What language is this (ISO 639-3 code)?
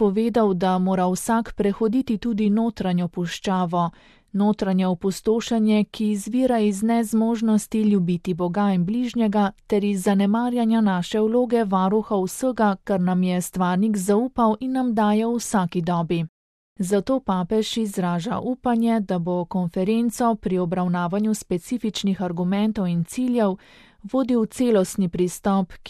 slv